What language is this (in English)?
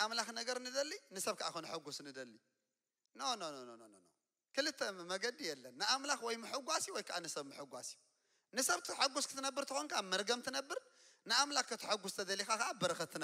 Tigrinya